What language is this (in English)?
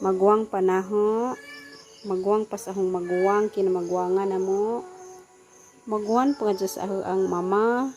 Cebuano